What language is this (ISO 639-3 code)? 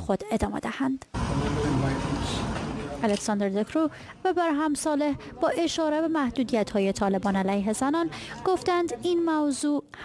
fas